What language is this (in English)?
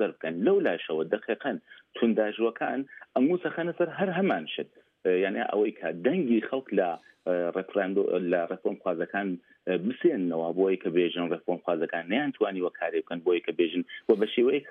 Central Kurdish